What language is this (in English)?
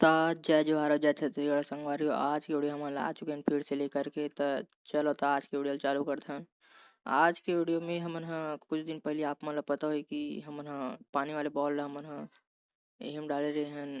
Chhattisgarhi